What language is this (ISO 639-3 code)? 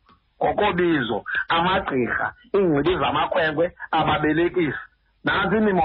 xho